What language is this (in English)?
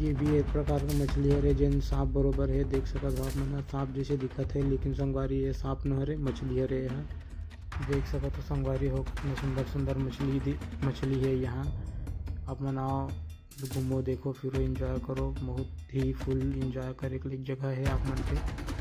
Chhattisgarhi